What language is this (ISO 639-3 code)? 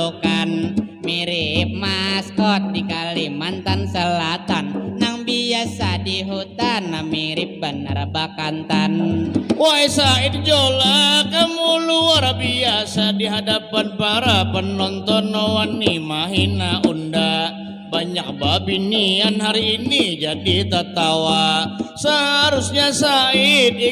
bjn